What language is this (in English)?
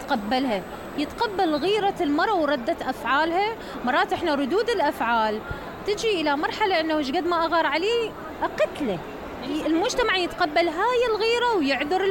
Mesopotamian Arabic